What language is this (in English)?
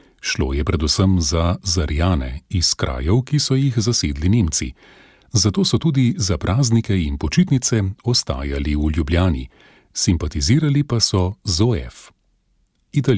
Slovenian